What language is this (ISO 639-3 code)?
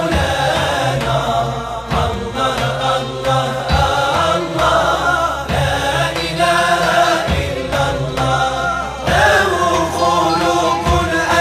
ara